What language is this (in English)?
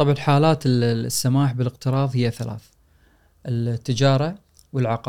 Gulf Arabic